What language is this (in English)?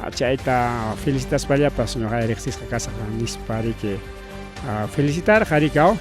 Ayacucho Quechua